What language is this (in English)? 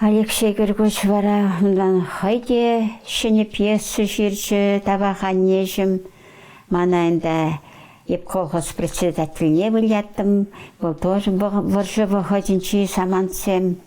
Chuvash